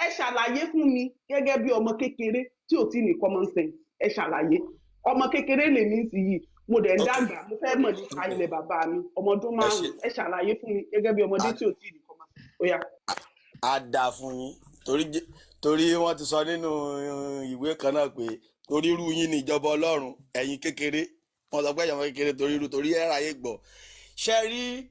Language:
Yoruba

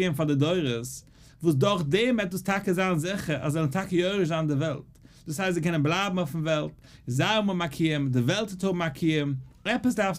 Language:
Yiddish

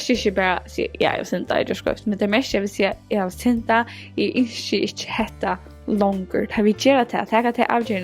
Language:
Faroese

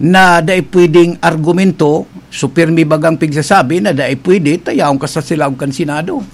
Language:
Bikol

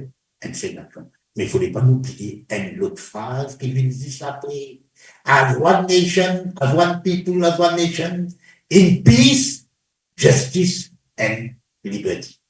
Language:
Morisyen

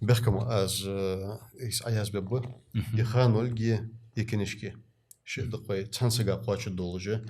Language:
Ingush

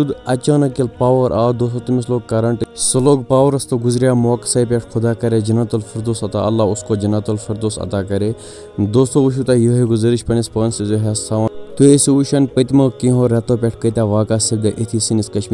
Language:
Kashmiri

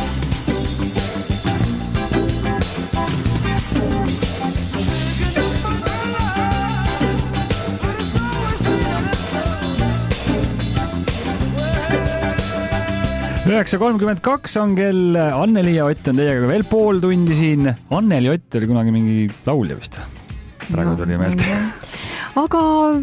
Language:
Estonian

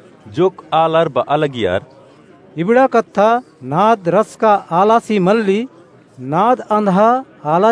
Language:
Kurukh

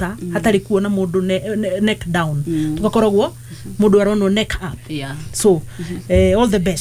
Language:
Kikuyu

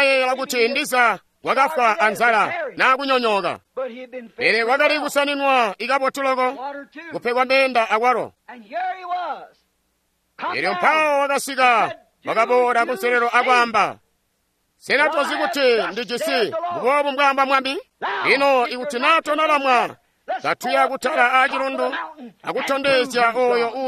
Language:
Tonga (Zambia)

